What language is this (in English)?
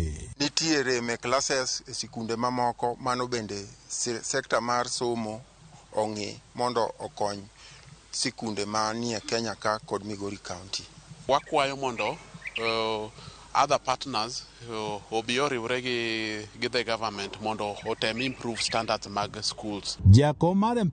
Luo (Kenya and Tanzania)